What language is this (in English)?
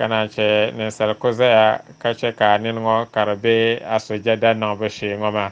Dagbani